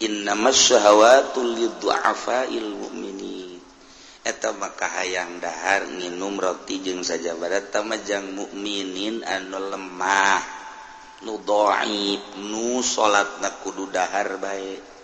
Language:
Sundanese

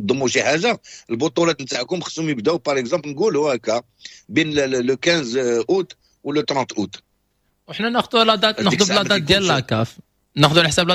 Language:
Moroccan Arabic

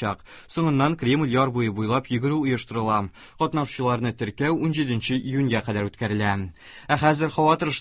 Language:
Tatar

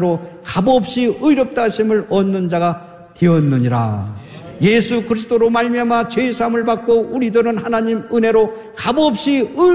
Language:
Korean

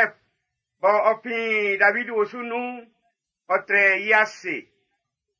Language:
Baoulé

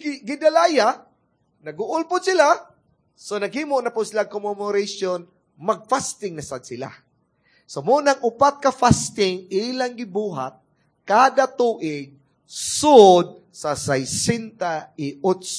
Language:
Cebuano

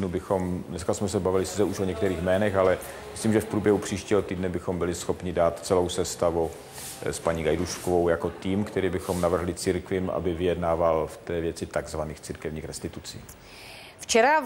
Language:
Czech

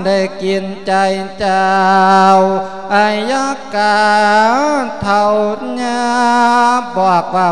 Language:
Lao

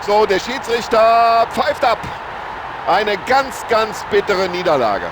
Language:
Bavarian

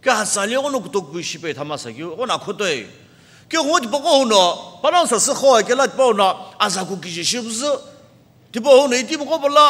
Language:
Sumi Naga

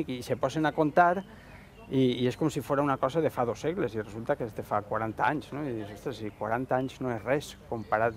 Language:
Catalan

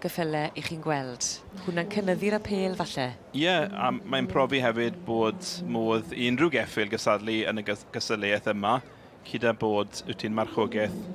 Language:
Welsh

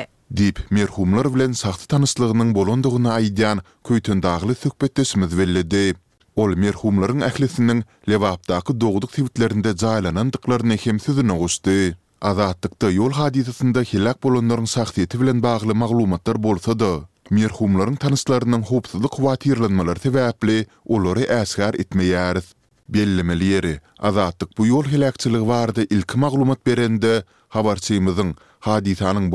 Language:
Turkmen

